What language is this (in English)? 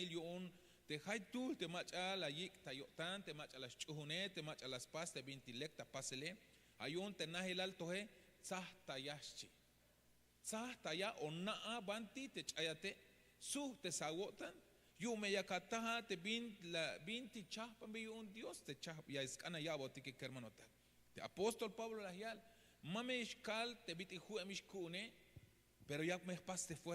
Tzeltal